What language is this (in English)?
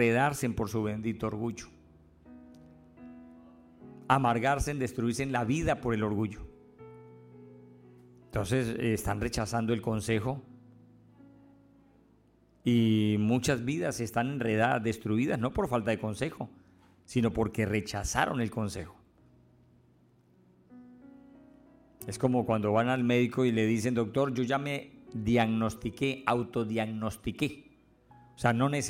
Spanish